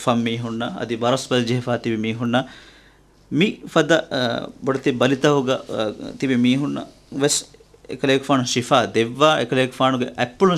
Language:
Divehi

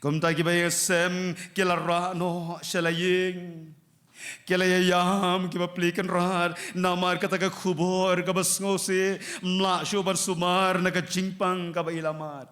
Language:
Khasi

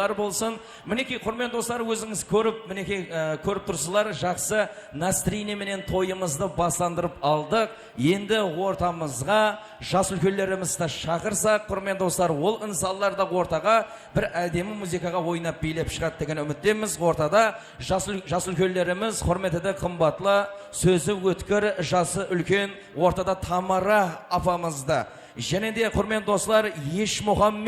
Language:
Kara-Kalpak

